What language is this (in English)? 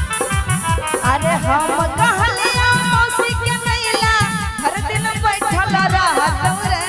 Maithili